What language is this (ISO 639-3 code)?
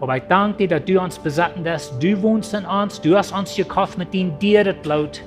pdt